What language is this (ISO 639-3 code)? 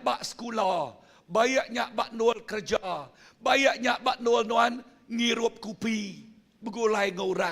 iba